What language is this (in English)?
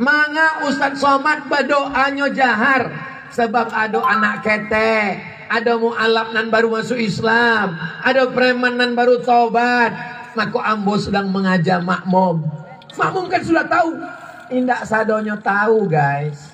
Minangkabau